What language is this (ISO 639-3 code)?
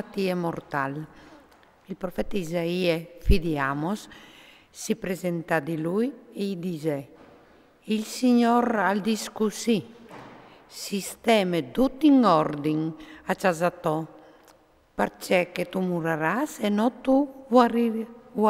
fur